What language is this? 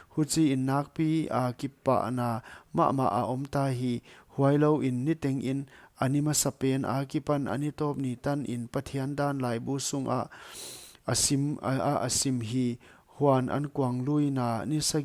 Paite Chin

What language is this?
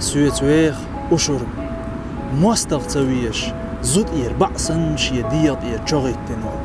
Chechen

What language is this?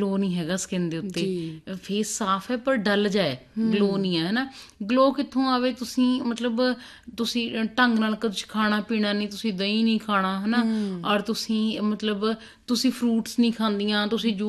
Punjabi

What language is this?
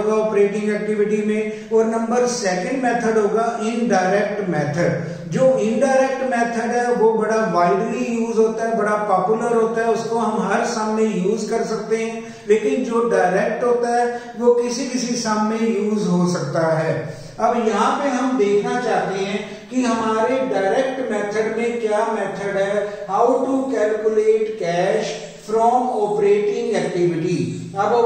Hindi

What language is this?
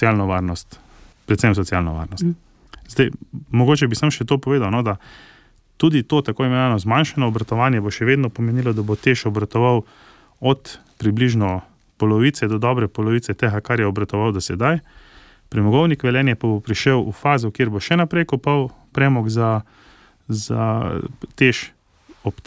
Slovenian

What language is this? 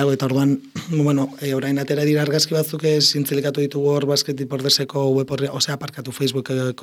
Basque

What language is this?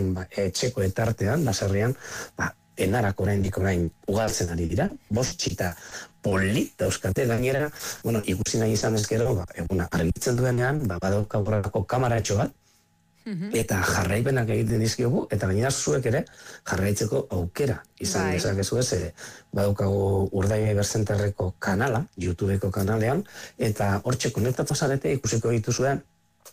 Basque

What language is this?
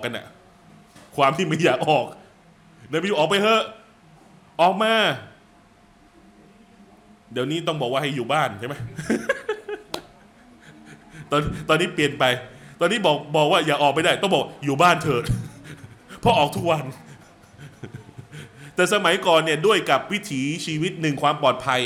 Thai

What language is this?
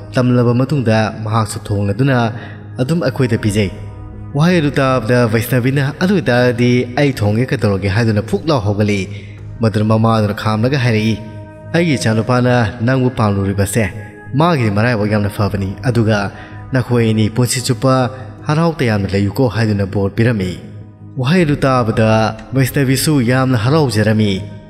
Manipuri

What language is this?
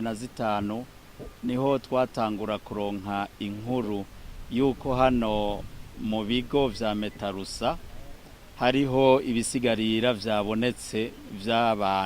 Rundi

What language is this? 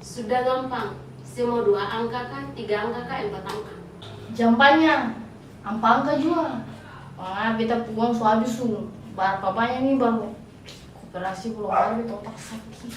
Ambonese Malay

